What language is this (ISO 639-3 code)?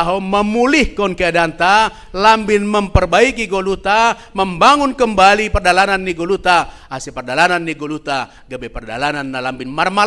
bts